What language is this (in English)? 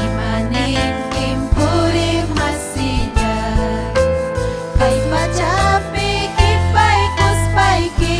Ayacucho Quechua